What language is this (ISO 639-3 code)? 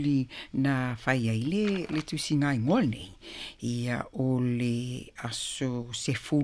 smo